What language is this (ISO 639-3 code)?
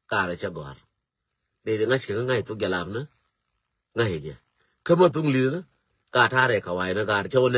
nus